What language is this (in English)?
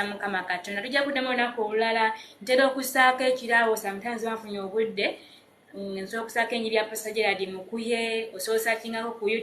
Ganda